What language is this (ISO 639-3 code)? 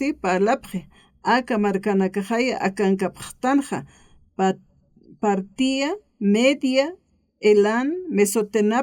aym